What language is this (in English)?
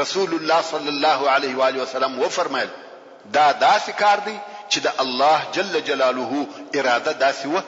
Pashto